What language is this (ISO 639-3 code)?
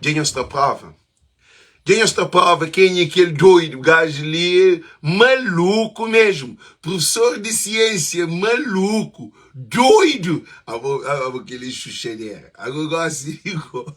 kea